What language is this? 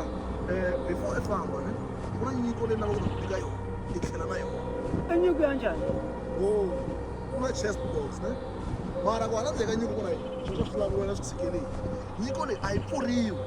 Tsonga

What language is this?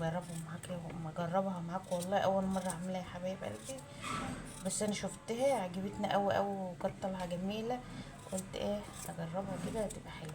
Egyptian Arabic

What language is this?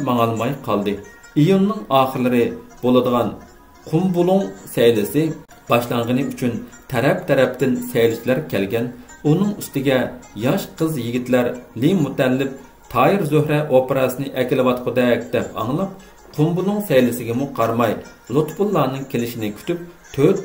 Uyghur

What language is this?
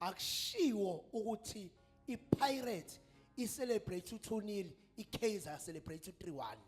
Zulu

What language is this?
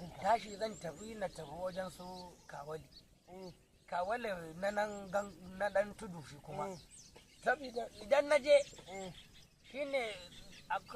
Hausa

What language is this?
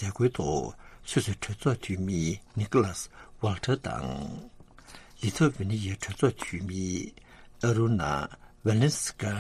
Tibetan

